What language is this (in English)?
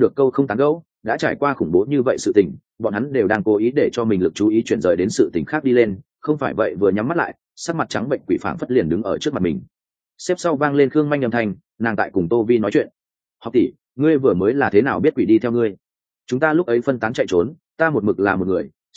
Vietnamese